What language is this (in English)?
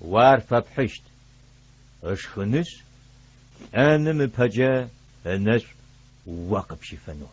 Adyghe